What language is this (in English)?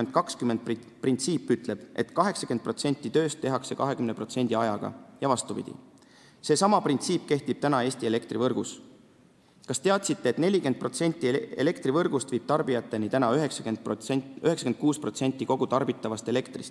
Estonian